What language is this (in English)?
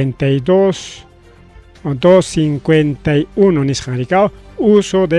Ayacucho Quechua